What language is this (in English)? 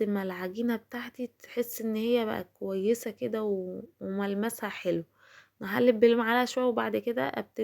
Egyptian Arabic